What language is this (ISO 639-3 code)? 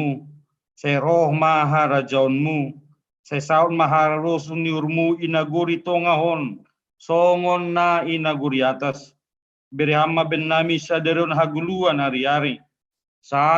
bts